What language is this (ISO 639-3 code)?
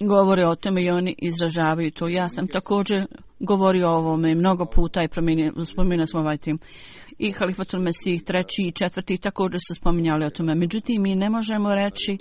bos